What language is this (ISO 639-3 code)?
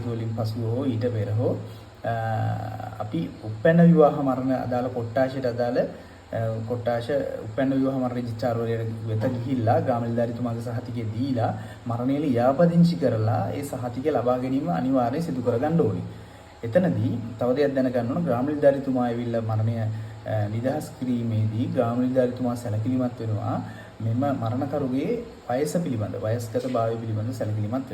sin